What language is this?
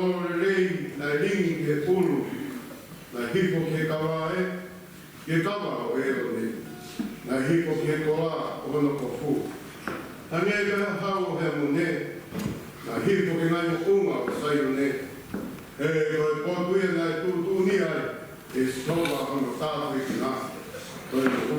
Tongan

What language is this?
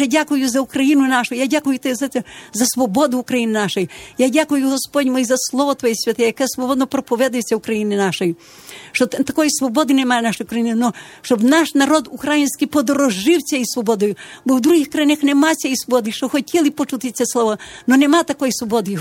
Ukrainian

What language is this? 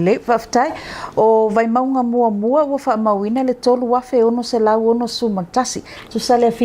Samoan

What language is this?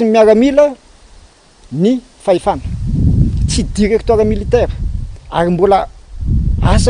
Malagasy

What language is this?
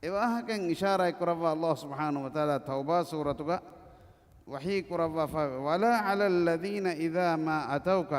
Divehi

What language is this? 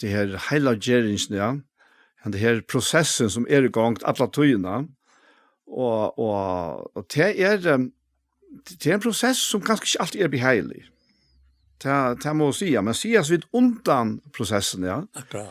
Faroese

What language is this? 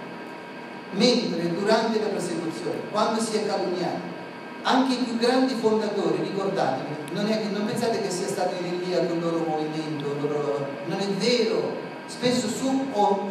Italian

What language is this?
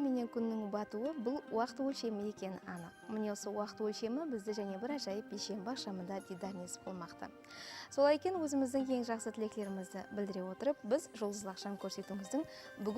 Kara-Kalpak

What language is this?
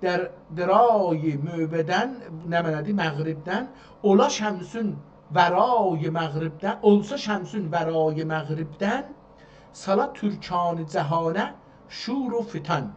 South Azerbaijani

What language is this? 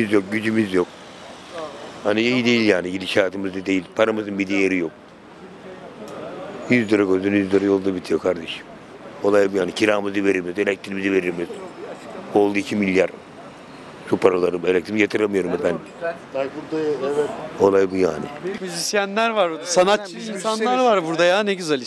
Turkish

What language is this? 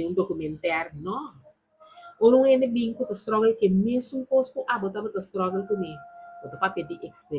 Papiamento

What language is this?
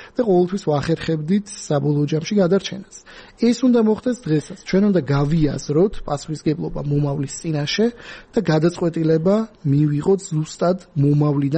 Georgian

